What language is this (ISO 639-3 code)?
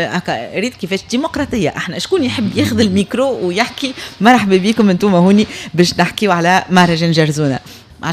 aeb